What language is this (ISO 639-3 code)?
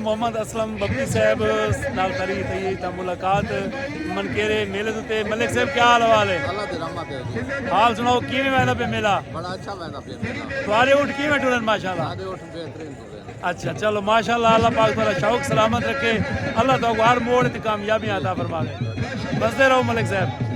skr